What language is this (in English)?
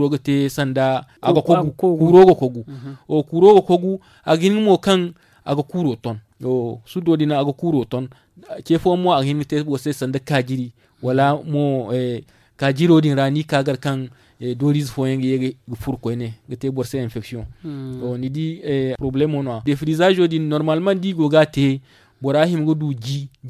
Zarma